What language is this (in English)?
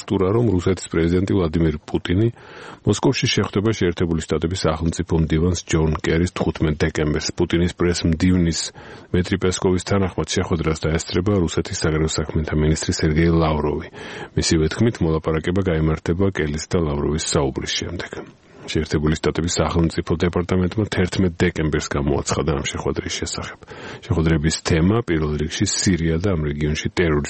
Georgian